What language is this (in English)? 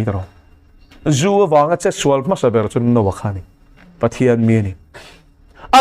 Mizo